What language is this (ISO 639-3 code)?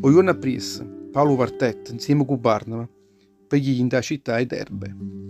nap